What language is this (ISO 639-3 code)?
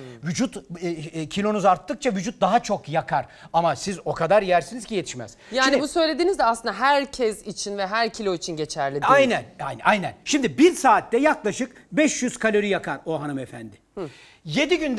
tur